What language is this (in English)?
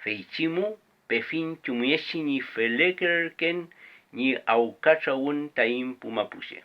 Mapuche